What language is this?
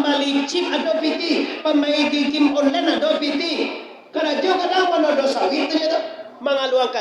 Minangkabau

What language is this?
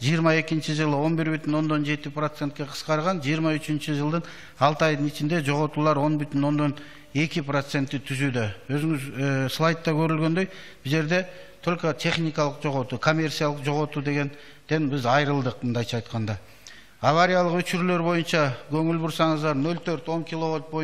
Kyrgyz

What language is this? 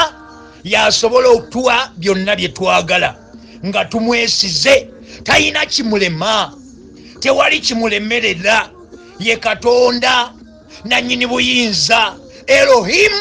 Ganda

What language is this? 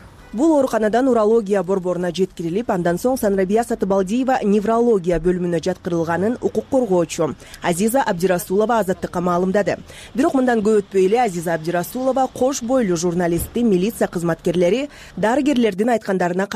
Kyrgyz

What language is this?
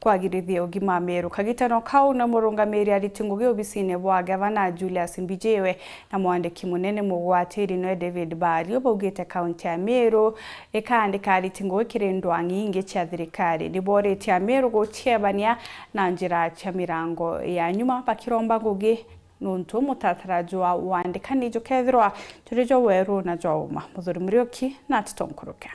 Meru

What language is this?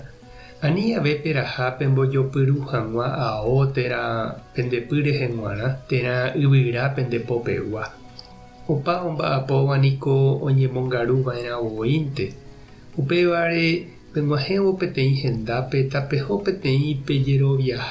Guarani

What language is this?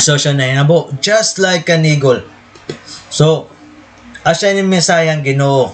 Waray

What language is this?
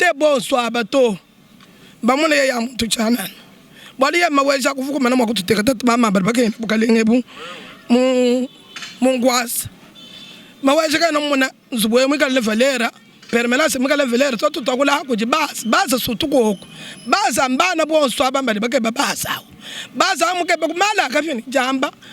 Luba-Lulua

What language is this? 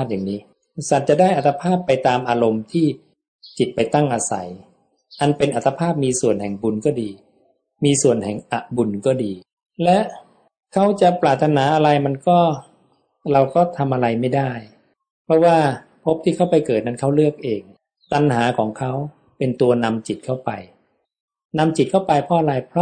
Thai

